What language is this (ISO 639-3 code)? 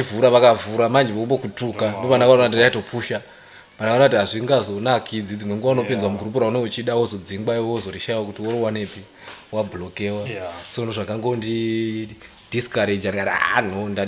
sna